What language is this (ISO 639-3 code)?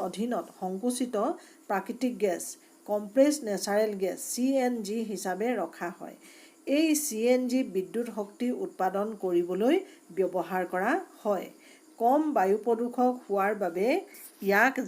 asm